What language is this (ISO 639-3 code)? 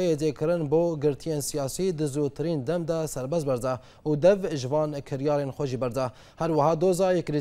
kur